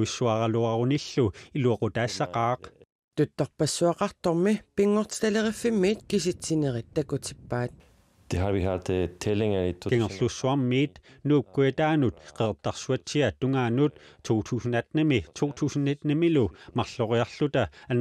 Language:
Kalaallisut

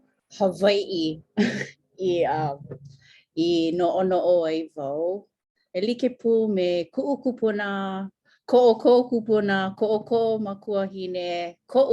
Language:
Hawaiian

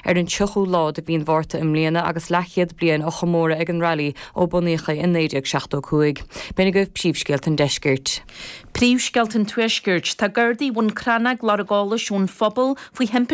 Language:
Irish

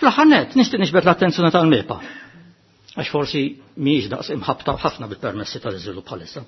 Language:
Maltese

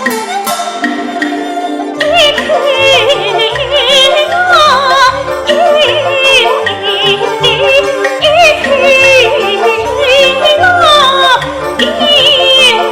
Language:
Pu-Xian Chinese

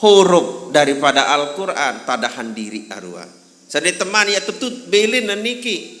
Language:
Sasak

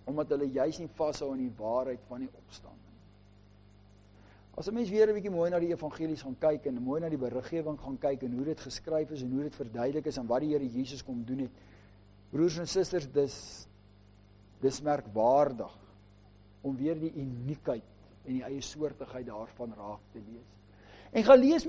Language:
Afrikaans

